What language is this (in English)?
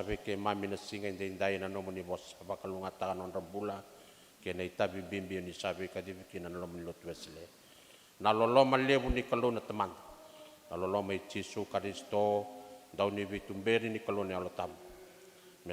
Fijian